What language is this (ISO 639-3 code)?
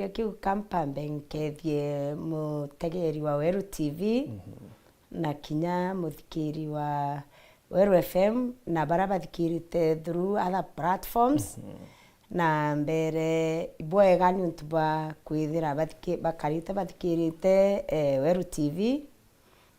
mer